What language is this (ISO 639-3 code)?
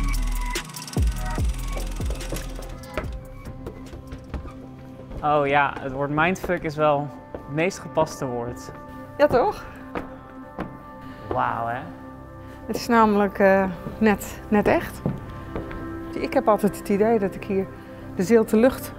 nld